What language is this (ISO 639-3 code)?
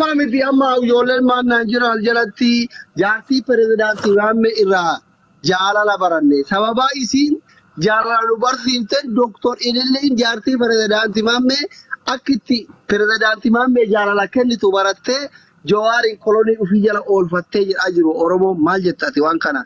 orm